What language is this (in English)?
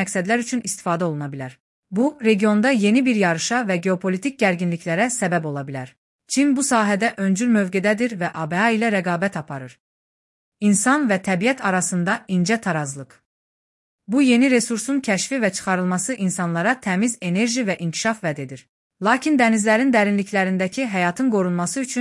Azerbaijani